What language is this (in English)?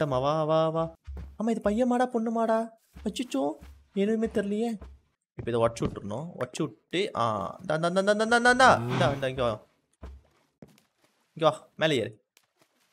Tamil